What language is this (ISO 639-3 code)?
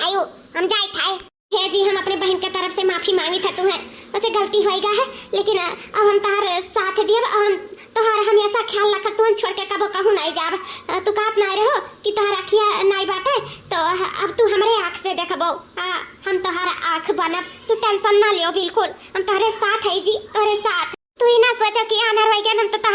awa